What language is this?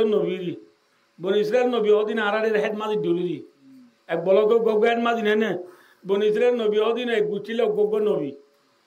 Rohingya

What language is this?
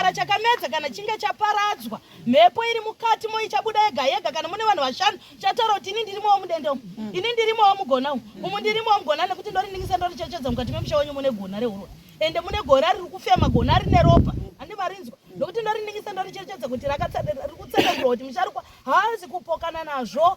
Shona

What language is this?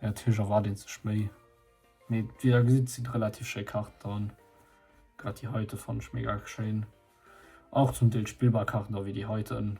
Luxembourgish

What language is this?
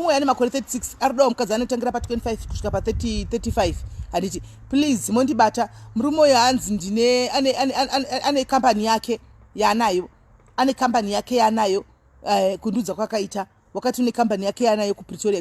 Shona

